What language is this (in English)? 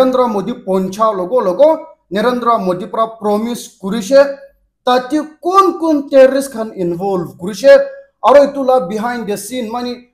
Naga Pidgin